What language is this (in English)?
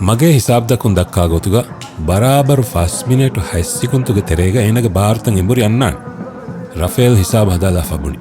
Divehi